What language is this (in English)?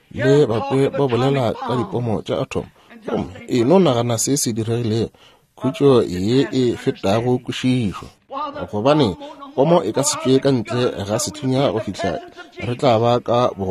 Northern Sotho